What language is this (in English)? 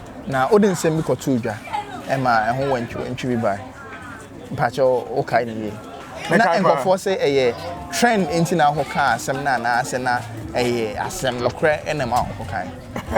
Akan